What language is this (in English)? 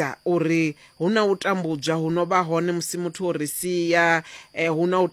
Venda